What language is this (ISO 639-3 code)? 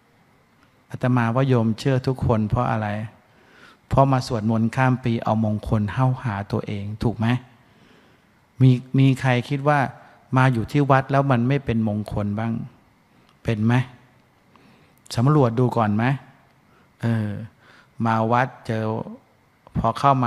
tha